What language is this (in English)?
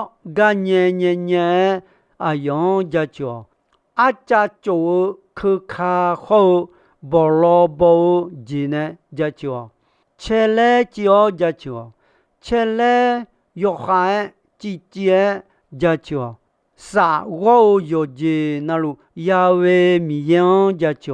Akha